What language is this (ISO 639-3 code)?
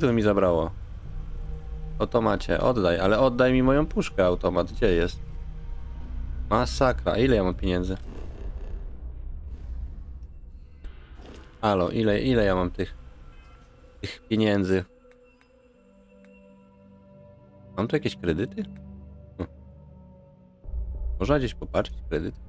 pol